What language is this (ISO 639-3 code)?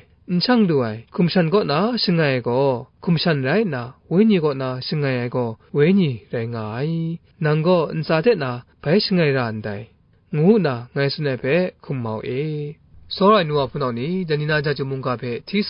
kac